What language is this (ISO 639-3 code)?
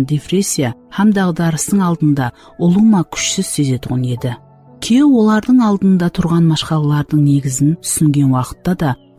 kaa